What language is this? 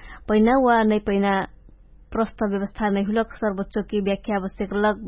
Dangaura Tharu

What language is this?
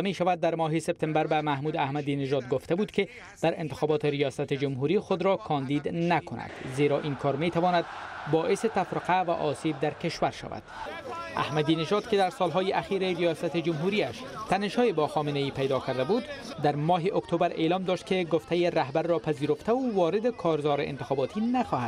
Persian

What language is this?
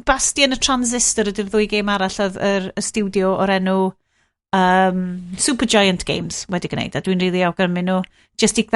Welsh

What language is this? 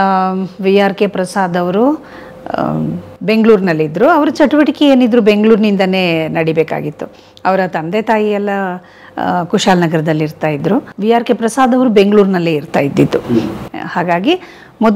Kannada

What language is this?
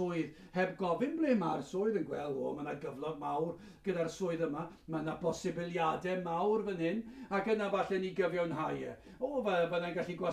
Welsh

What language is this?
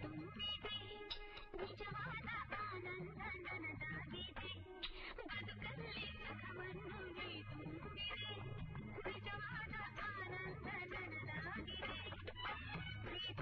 Kannada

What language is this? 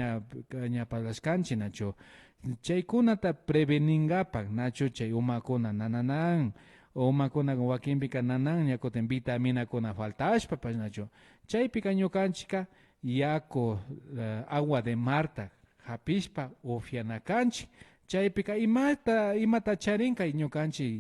Imbabura Highland Quichua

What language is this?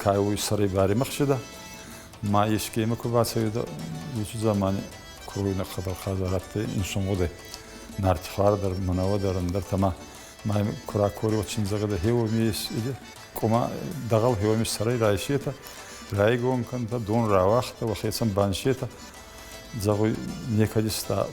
Ossetic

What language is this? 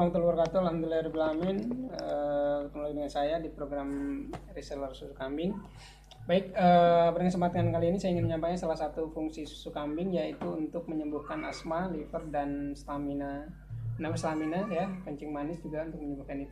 Indonesian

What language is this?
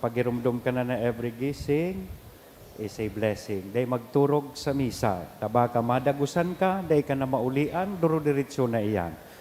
Bikol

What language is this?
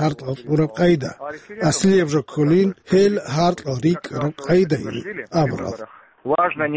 Avaric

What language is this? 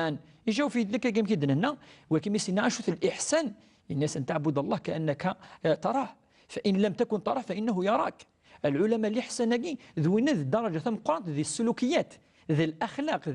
Kabyle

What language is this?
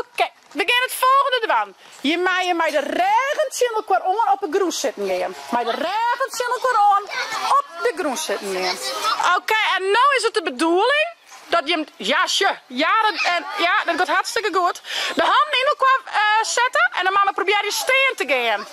Western Frisian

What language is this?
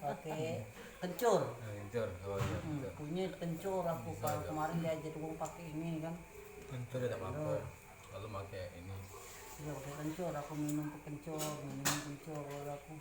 Musi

